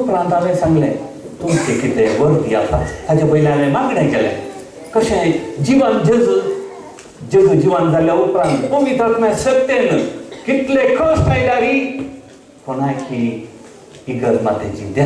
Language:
Konkani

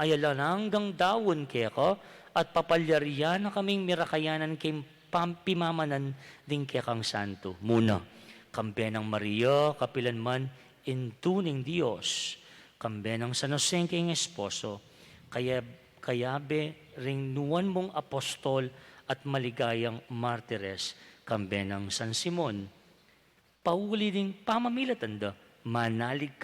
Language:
Pampanga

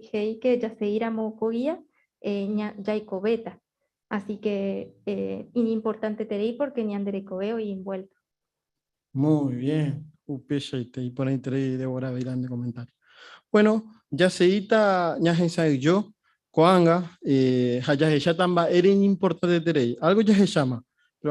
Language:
Guarani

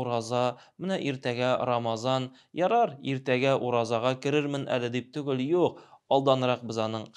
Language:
Tatar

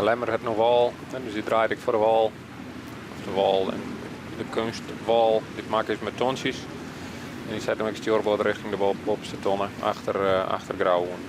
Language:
Western Frisian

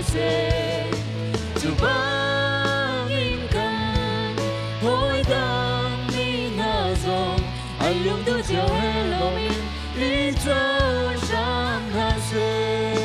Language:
Hakha Chin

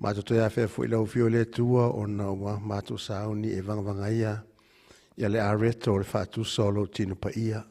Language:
Samoan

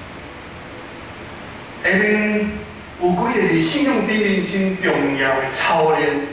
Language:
Min Nan Chinese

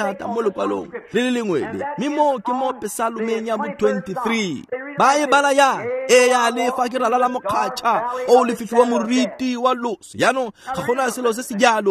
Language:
Tswana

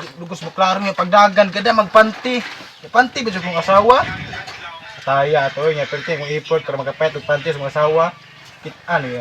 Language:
Cebuano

